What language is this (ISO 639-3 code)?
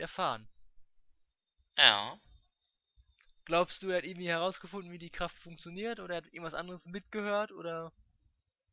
deu